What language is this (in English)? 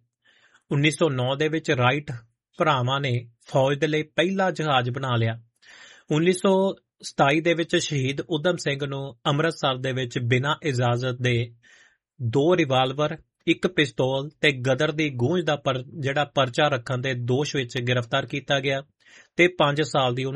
Punjabi